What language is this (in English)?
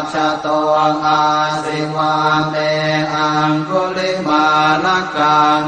Pali